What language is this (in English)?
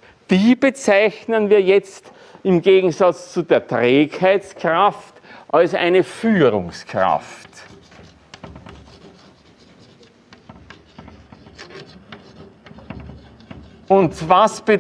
German